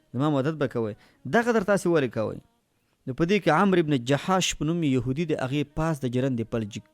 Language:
Pashto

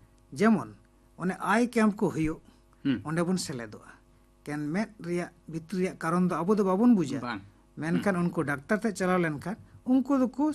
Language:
Santali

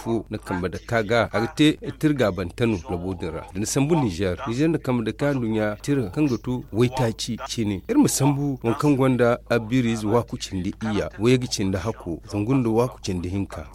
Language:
Zarma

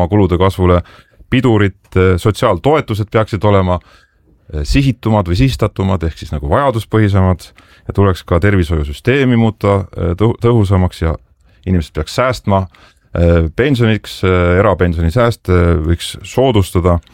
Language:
Estonian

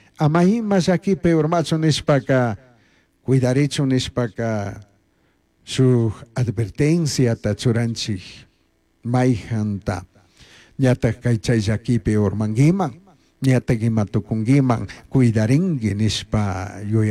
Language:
Chimborazo Highland Quichua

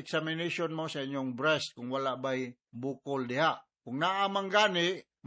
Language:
Cebuano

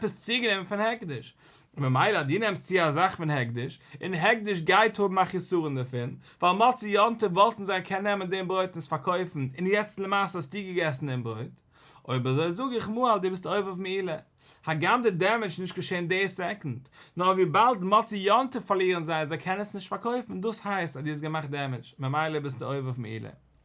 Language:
Yiddish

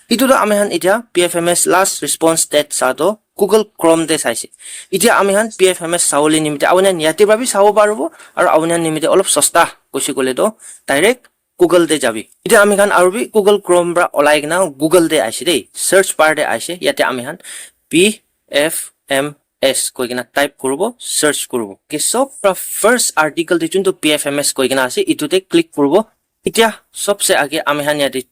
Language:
Naga Pidgin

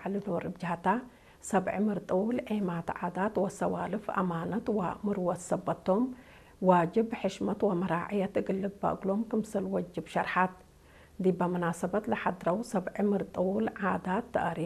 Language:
Tigre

